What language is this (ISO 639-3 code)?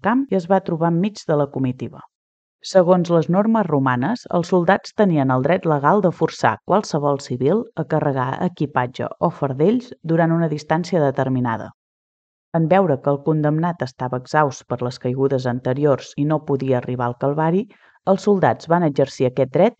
cat